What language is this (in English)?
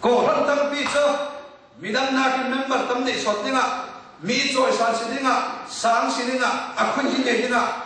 Hakha Chin